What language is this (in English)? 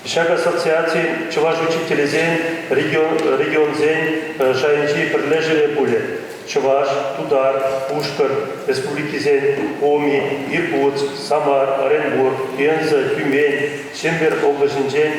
Chuvash